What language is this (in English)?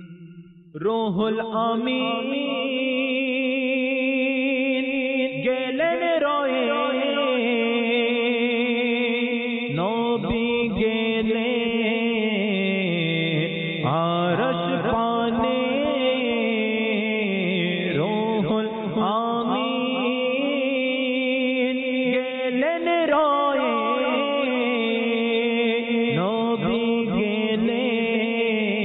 Bangla